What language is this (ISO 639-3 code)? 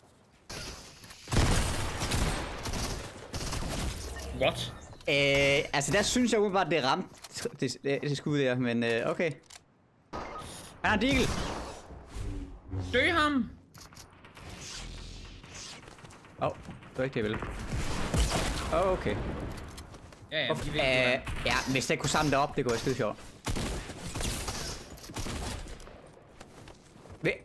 dan